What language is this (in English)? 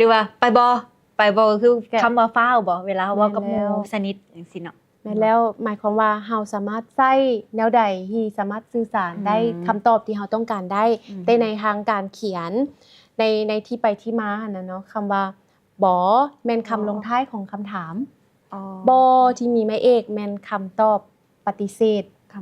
Lao